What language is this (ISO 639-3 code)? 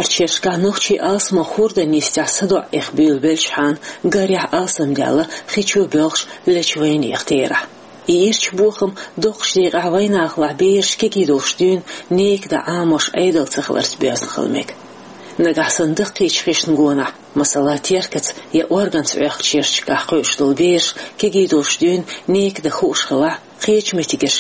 che